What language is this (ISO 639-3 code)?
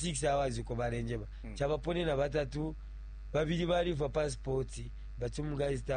bem